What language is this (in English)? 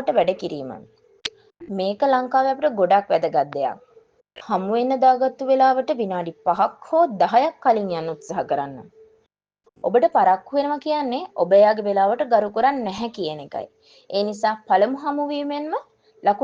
Sinhala